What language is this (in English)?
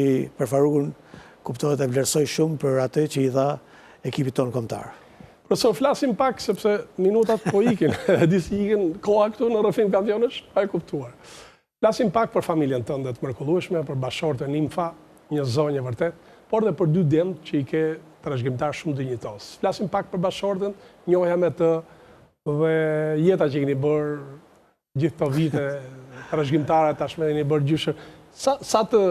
Albanian